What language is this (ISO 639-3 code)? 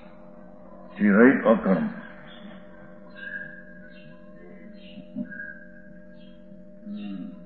guj